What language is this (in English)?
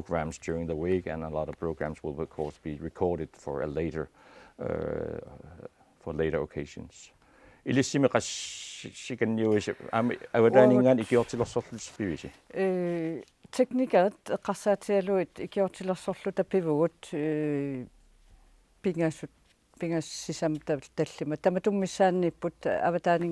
Kalaallisut